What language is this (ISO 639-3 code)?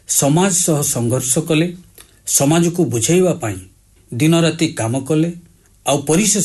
ori